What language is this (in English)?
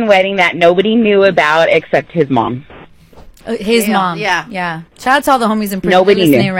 English